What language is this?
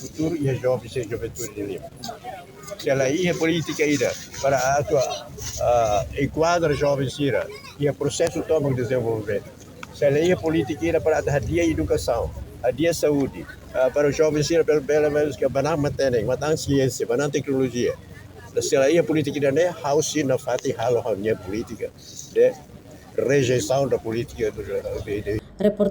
Tetum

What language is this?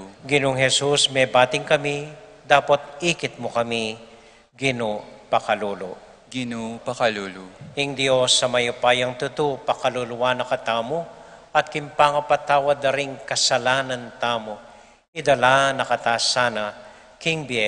Pampanga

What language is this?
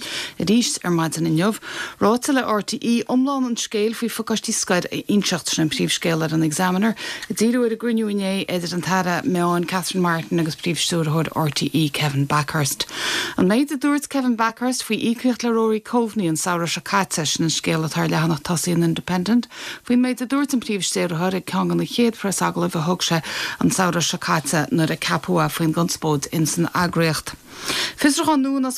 Irish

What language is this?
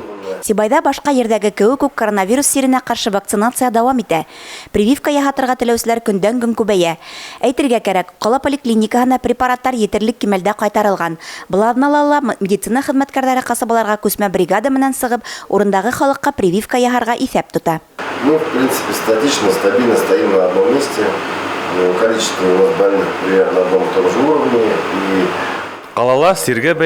Bashkir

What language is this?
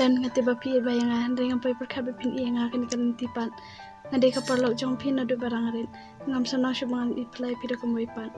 Khasi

